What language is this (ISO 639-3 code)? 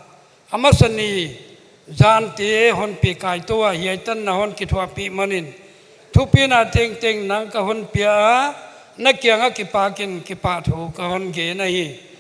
pck